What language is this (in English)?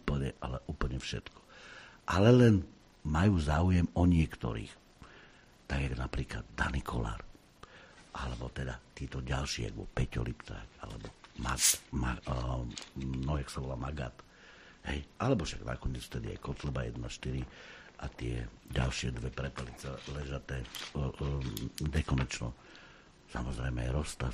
Slovak